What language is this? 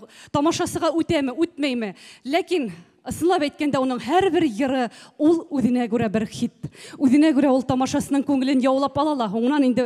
Bashkir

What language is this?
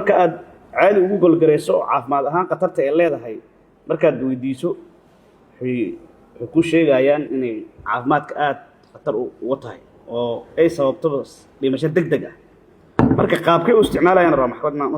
Somali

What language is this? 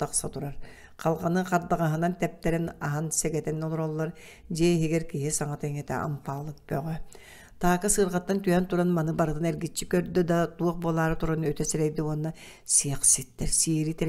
Yakut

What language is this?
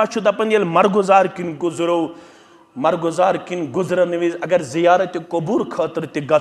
Kashmiri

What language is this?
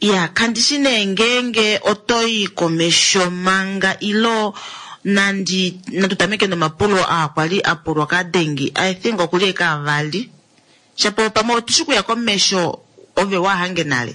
Kuanyama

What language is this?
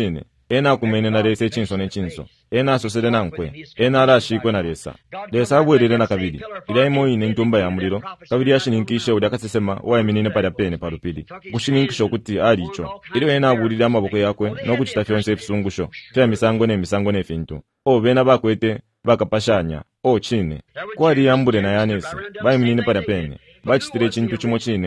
Bemba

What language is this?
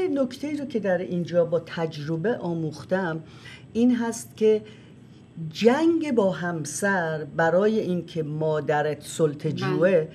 Persian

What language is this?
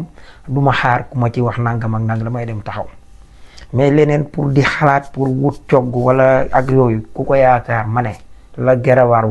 Wolof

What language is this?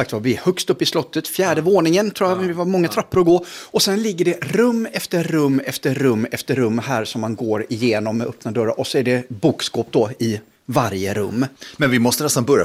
Swedish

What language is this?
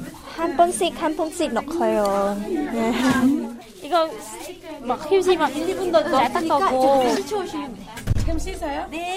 Korean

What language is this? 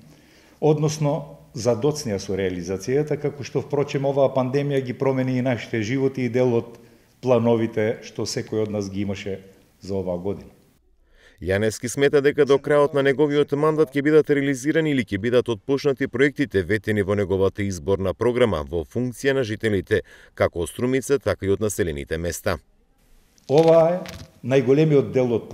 Macedonian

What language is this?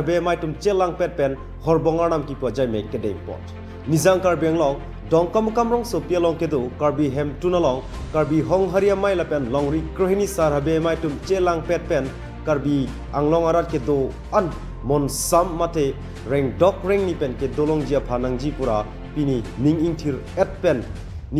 Karbi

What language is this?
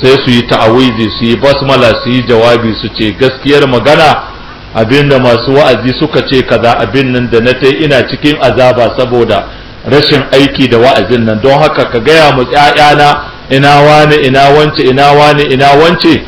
Hausa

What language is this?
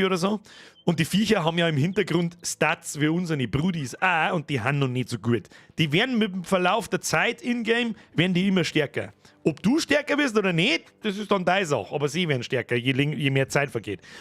Bavarian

